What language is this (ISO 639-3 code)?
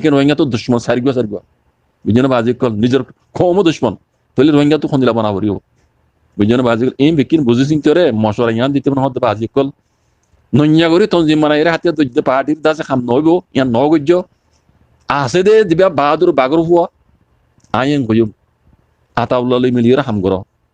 rhg